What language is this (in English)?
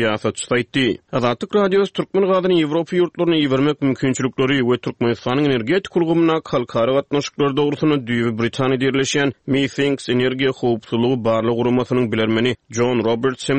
Turkmen